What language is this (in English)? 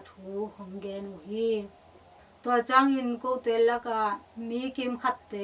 Tedim Chin